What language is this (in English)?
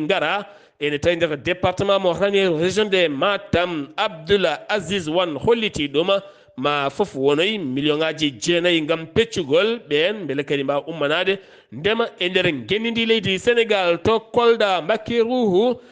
Fula